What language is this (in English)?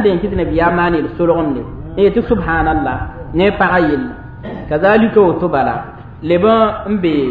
Mossi